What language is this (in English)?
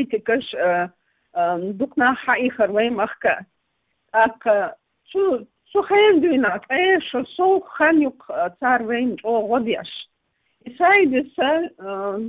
Chechen